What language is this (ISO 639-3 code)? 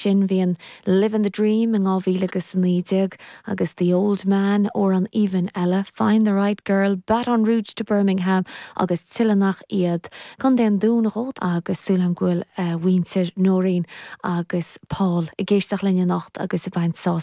gle